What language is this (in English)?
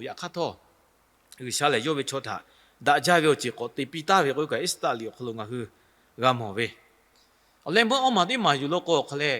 Lahu